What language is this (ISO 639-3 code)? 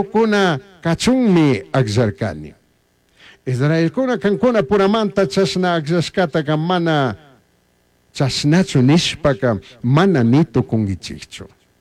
qug